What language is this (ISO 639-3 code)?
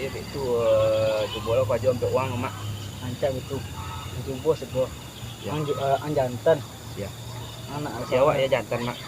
min